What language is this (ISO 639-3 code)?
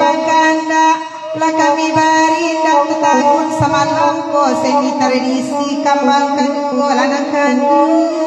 min